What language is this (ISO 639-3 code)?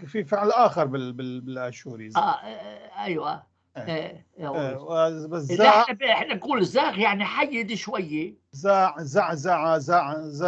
apc